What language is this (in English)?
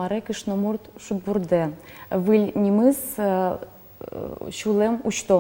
Udmurt